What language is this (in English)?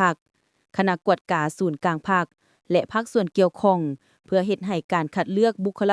Lao